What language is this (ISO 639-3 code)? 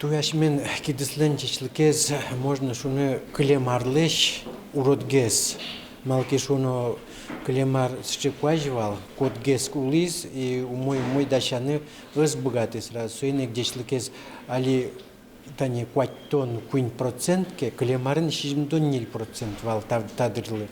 udm